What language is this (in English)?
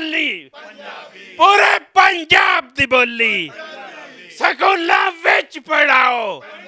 Western Panjabi